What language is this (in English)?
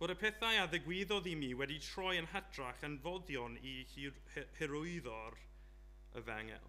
Welsh